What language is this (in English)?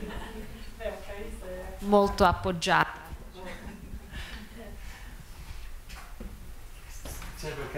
Italian